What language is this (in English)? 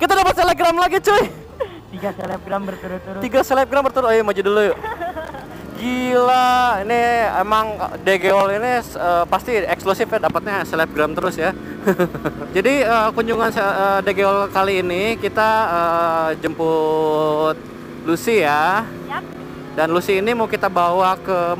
Indonesian